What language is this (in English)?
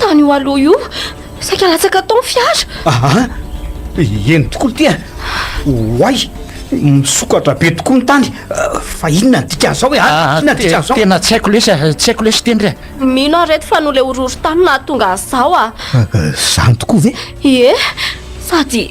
Malagasy